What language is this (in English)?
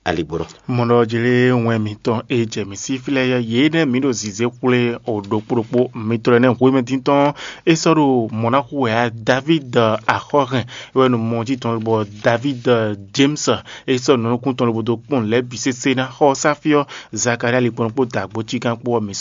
Fon